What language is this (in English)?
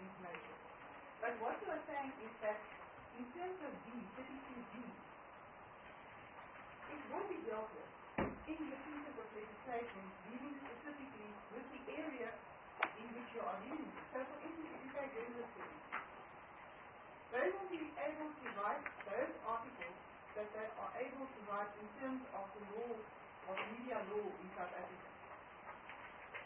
English